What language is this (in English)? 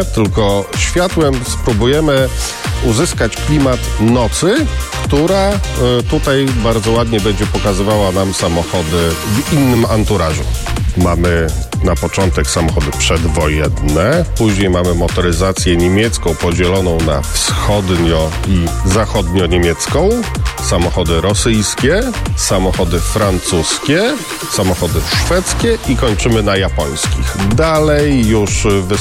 Polish